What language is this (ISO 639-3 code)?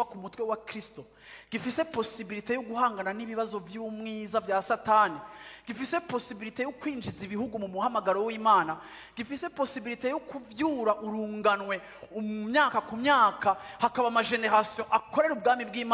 run